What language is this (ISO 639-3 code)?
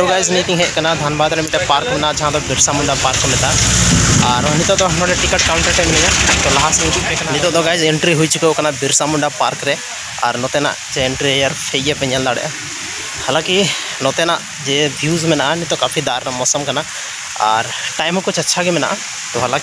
sat